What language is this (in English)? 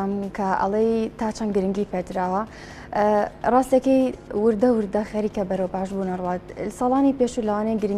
Central Kurdish